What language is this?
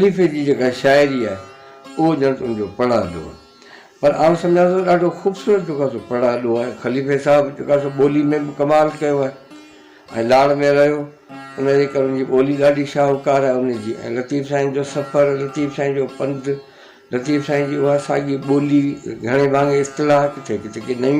Sindhi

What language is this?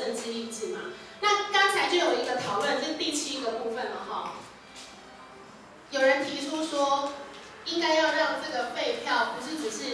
Chinese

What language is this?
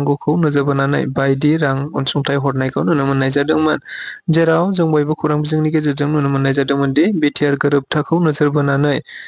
Bodo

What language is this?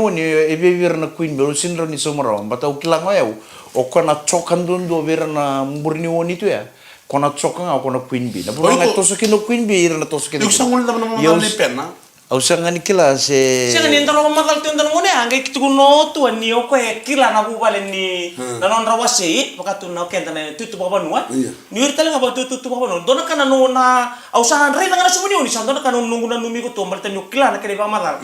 Fijian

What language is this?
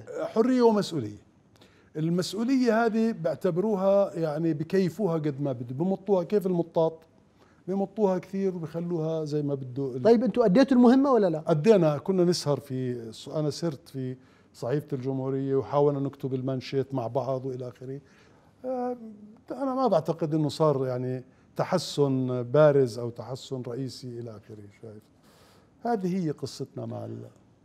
Mesopotamian Arabic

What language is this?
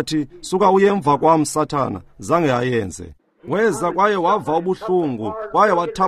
Xhosa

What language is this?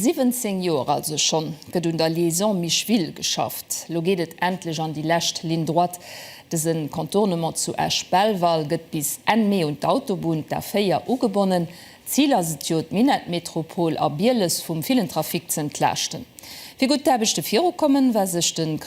Luxembourgish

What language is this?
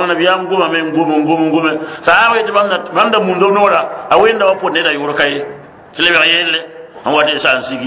Mossi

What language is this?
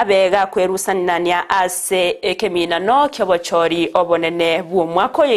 Gusii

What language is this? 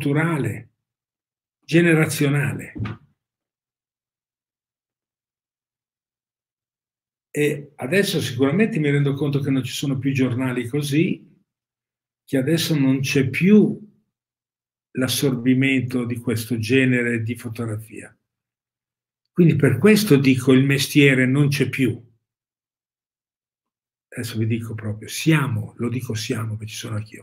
Italian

